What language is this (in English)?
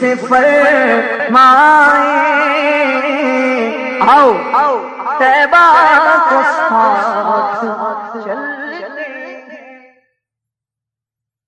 Urdu